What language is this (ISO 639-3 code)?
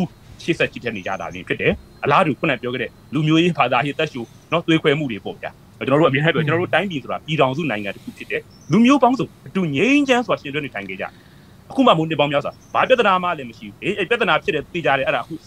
mya